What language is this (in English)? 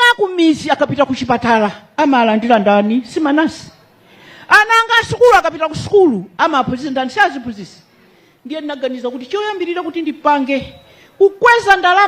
Nyanja